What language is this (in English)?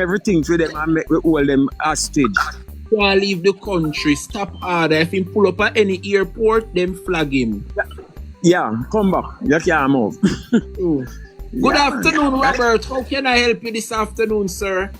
Jamaican Creole English